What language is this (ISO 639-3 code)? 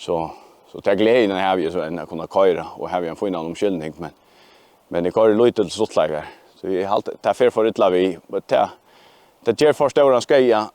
fao